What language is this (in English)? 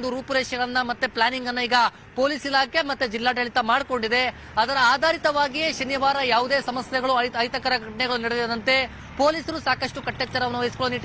Kannada